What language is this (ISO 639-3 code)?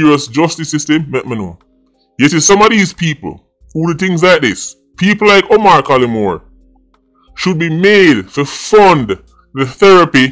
jam